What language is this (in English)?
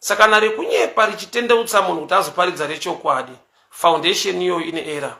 Shona